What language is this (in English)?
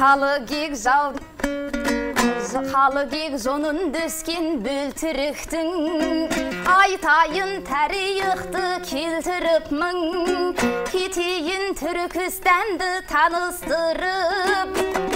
Kazakh